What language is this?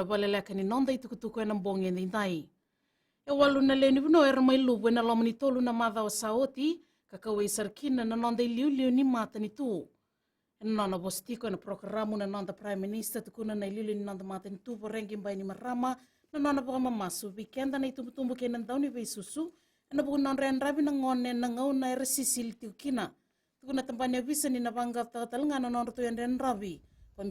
Fijian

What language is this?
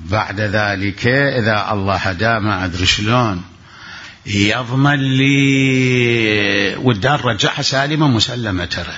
Mesopotamian Arabic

